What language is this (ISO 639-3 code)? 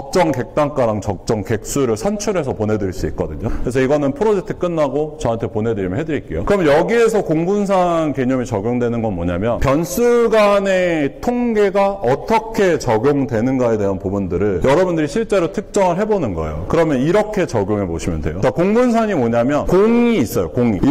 kor